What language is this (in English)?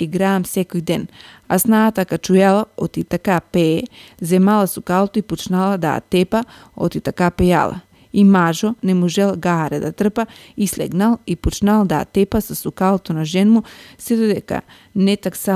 Macedonian